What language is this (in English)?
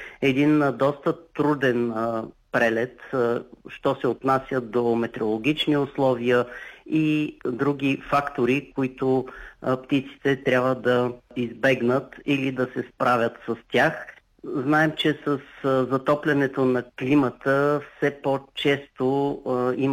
Bulgarian